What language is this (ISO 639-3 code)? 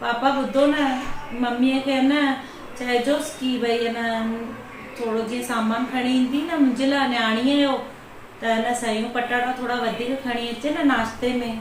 snd